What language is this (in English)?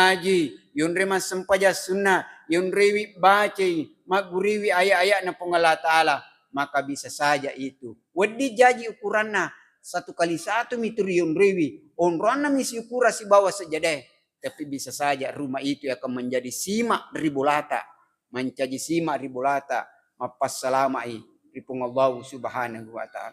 Buginese